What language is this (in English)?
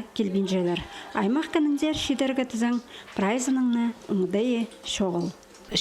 Khakas